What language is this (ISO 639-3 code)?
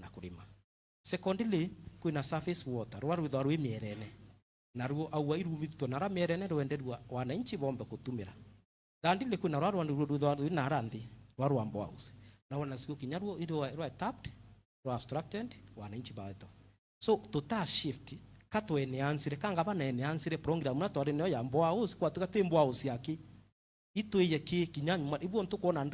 mer